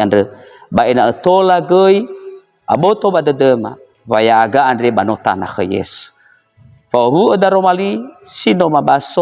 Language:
Nias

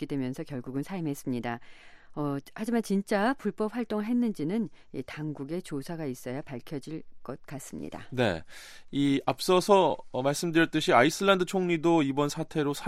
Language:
Korean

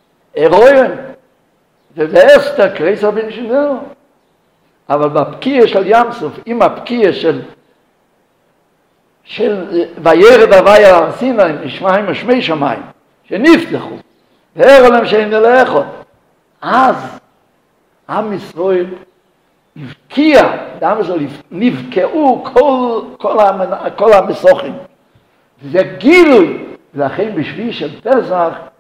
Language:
Hebrew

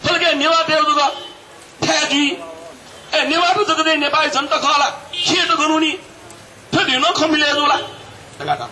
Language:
Newari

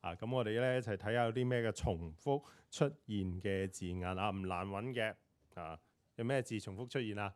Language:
Cantonese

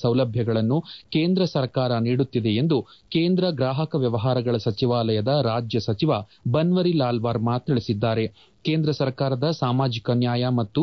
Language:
Kannada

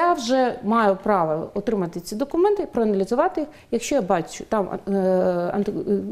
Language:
Ukrainian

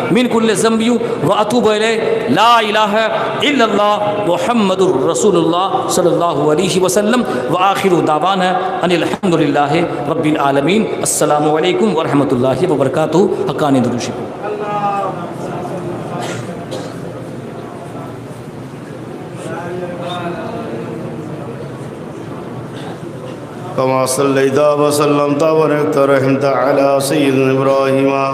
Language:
Urdu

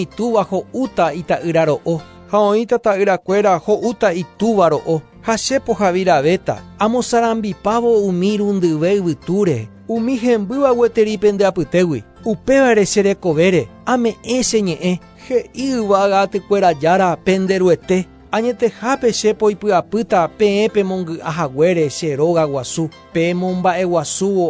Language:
Guarani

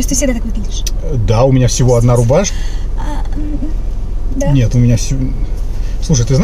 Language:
Russian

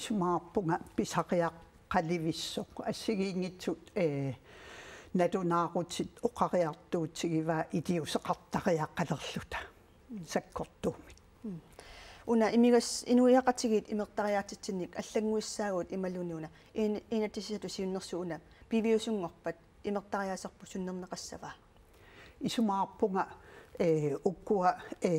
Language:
Kalaallisut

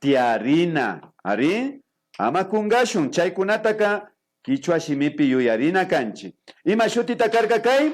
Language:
Imbabura Highland Quichua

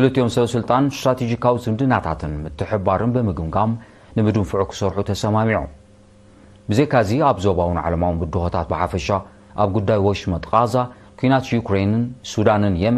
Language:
Tigrinya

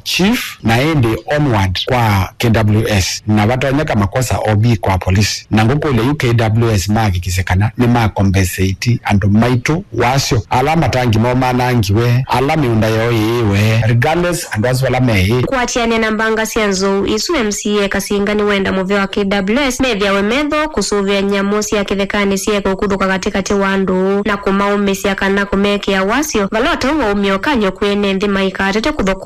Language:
Kamba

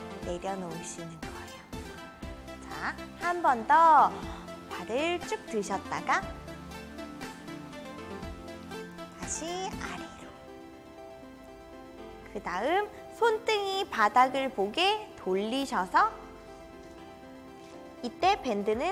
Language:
Korean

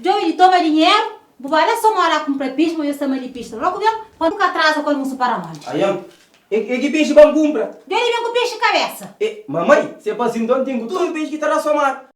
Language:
Kabuverdianu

